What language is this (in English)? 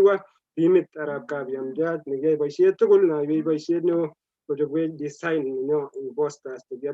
Kalenjin